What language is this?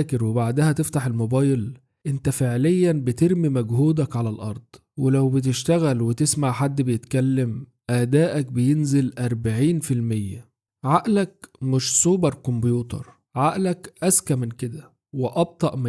Egyptian Arabic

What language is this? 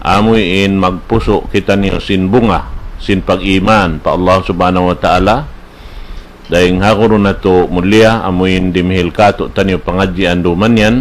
Tausug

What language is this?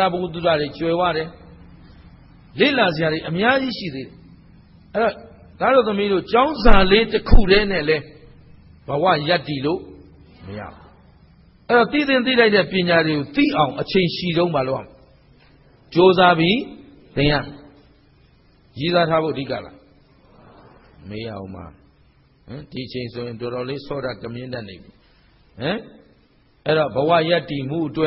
Burmese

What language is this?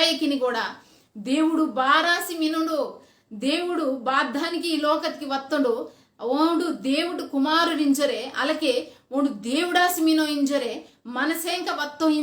Koya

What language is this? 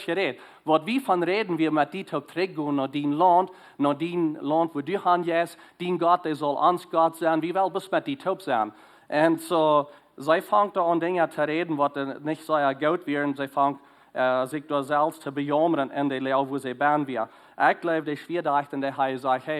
Plautdietsch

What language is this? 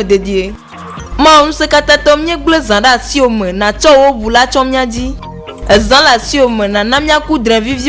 Ewe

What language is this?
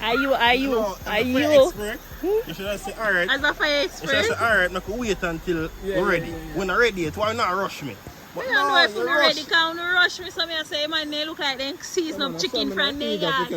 Jamaican Creole English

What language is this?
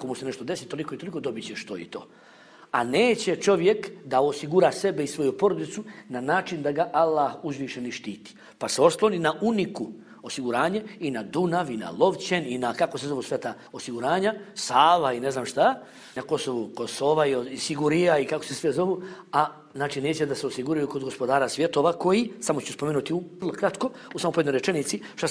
Bosnian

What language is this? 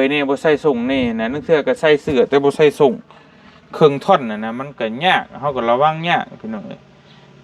Lao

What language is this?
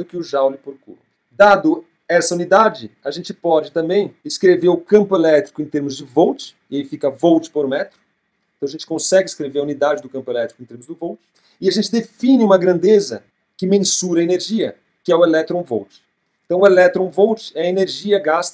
Portuguese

